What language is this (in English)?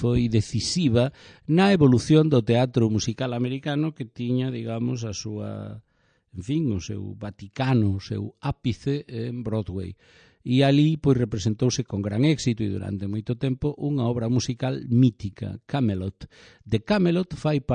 Galician